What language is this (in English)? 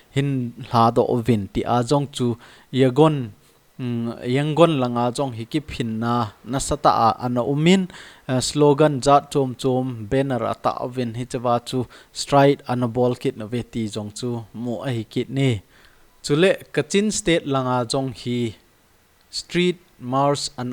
Thado Chin